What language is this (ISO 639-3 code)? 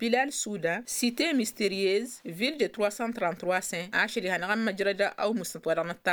taq